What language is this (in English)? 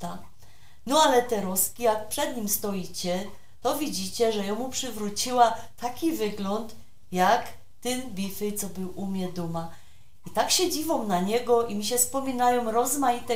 Silesian